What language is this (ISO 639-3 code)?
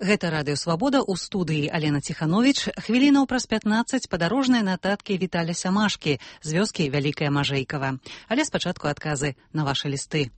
bel